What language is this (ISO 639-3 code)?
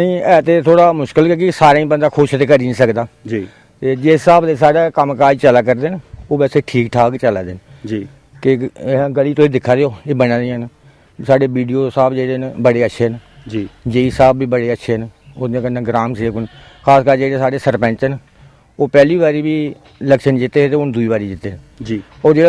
doi